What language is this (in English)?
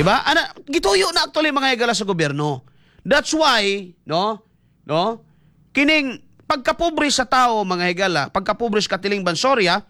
Cebuano